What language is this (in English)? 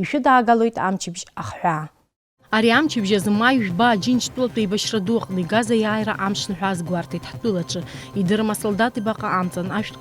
Abkhazian